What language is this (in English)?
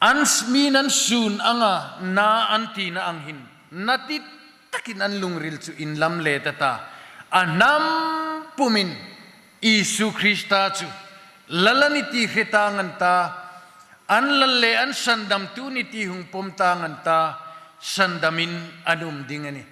Hmar